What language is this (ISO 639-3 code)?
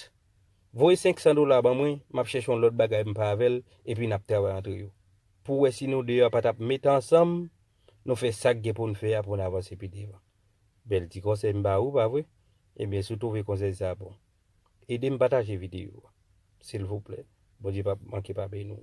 hat